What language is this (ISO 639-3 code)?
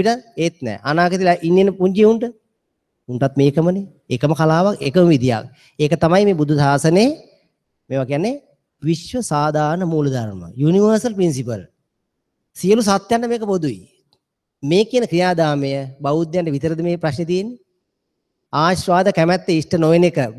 sin